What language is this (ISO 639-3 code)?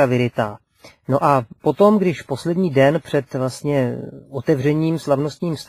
ces